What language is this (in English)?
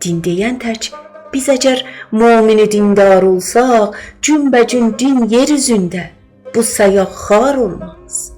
South Azerbaijani